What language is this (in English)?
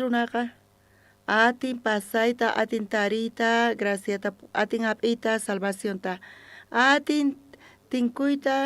South Bolivian Quechua